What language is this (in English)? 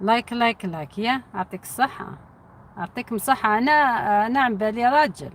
Algerian Arabic